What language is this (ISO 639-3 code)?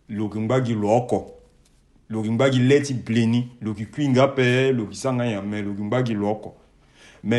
sag